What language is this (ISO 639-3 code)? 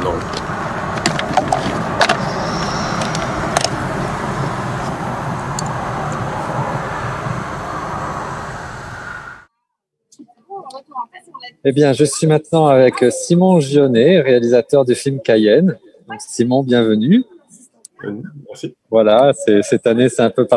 fra